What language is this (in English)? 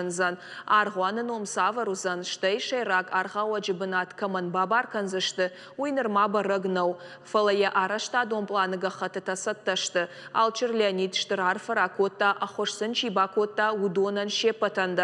Ossetic